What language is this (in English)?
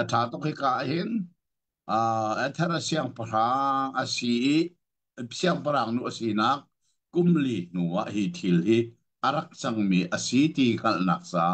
Hakha Chin